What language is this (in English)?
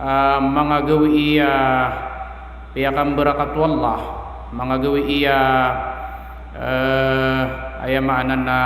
Maranao